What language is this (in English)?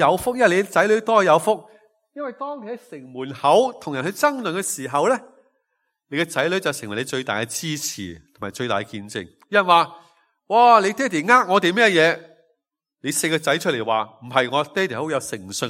Cantonese